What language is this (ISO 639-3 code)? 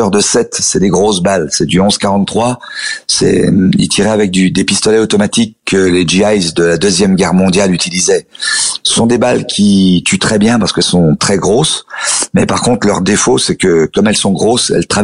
fra